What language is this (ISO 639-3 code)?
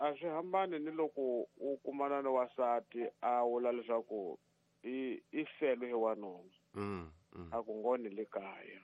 tso